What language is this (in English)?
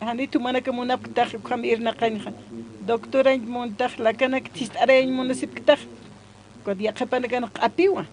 Aymara